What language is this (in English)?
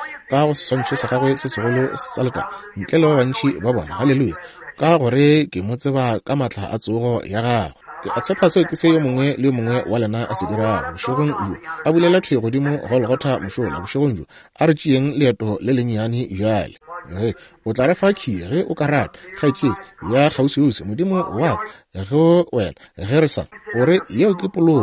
Northern Sotho